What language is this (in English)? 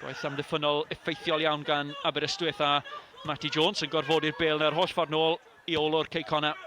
Welsh